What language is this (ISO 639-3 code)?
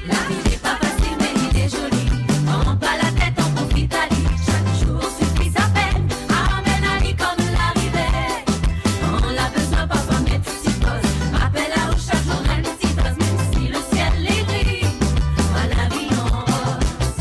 mfe